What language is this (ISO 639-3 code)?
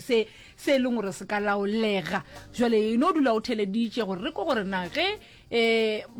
nso